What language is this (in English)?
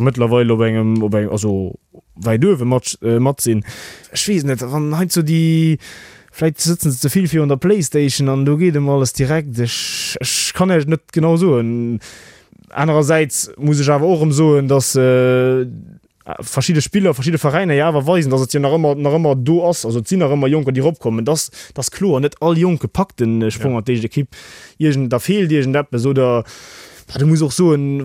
Luxembourgish